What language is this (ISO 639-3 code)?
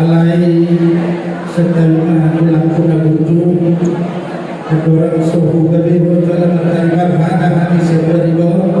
bbc